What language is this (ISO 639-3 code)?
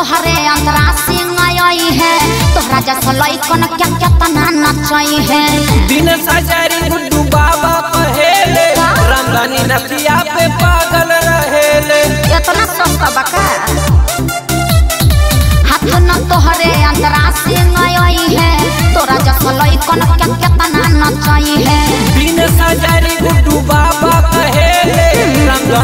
bho